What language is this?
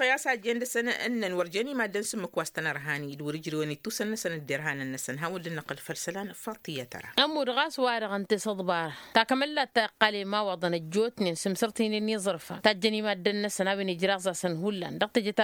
Tamasheq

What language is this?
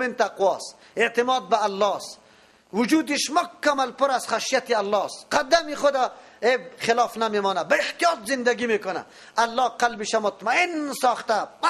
Persian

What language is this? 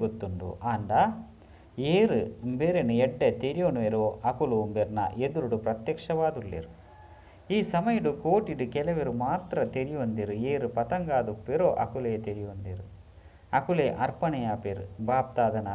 Tulu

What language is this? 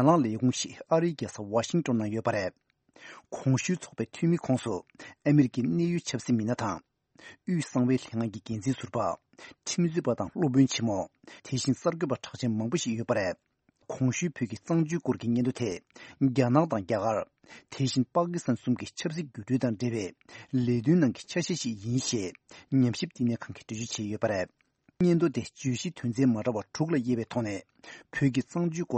Tibetan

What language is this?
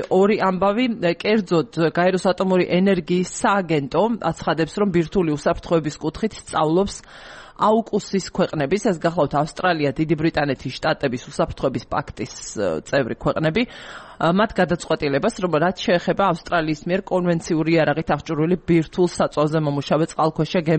Georgian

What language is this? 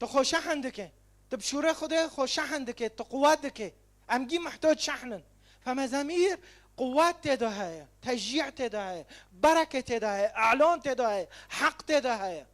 Kurdish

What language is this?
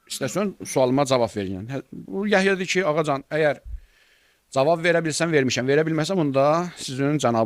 Azerbaijani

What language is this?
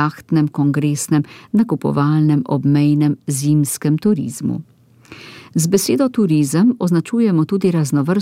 Slovenian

